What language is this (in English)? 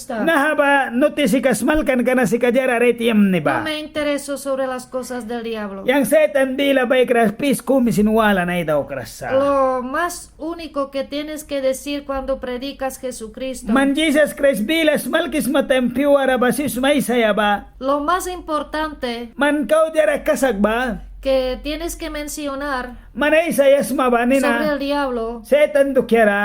Mískito